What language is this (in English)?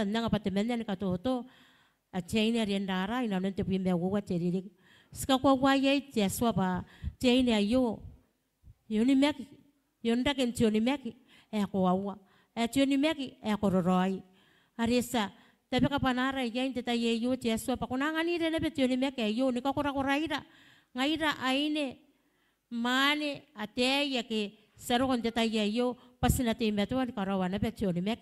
Gilbertese